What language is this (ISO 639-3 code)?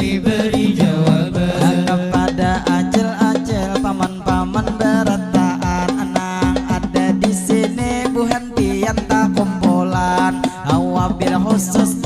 bjn